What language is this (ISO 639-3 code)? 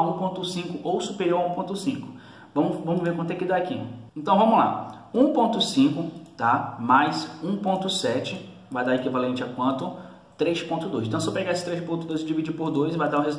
por